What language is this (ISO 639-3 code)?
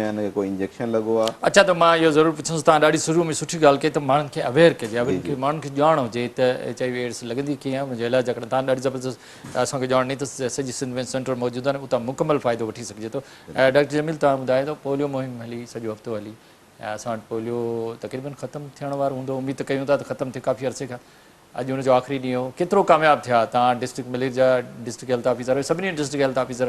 snd